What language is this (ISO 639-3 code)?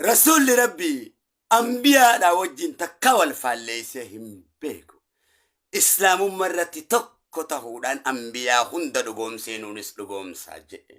orm